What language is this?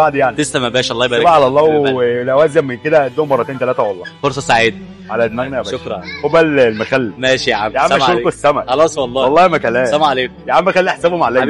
Egyptian Arabic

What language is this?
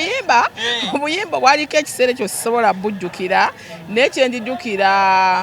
Ganda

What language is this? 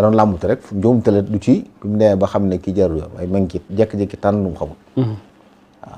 Wolof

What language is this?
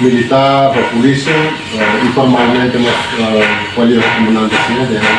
Tetum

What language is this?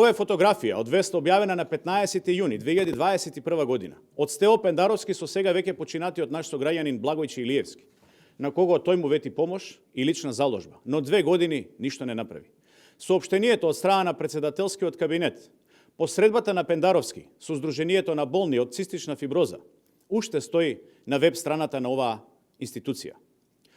Macedonian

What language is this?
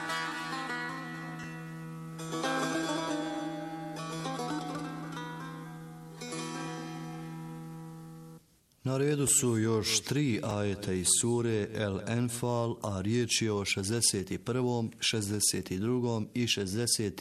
Bosnian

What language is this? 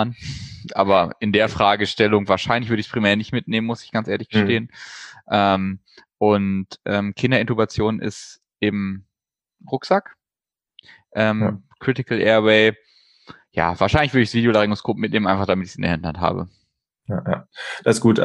German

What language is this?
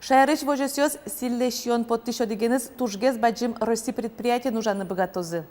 Udmurt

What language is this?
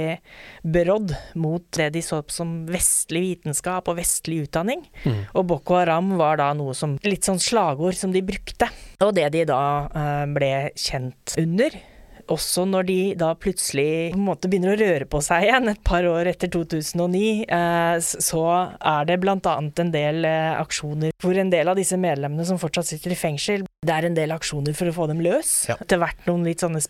Norwegian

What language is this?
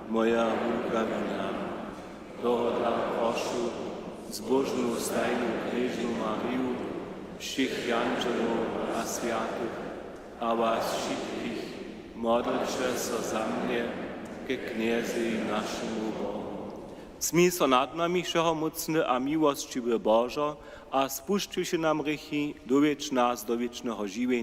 Upper Sorbian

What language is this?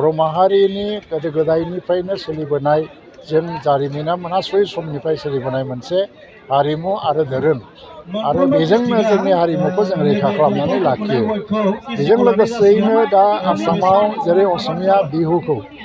Bodo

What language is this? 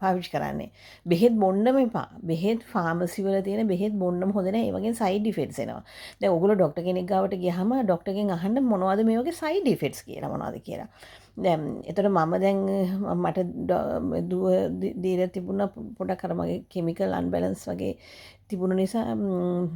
Sinhala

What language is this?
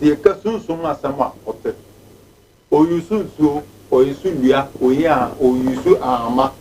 Akan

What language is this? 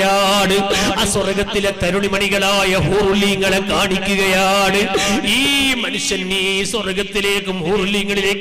Malayalam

